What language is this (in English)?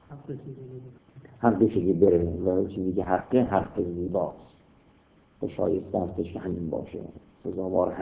Persian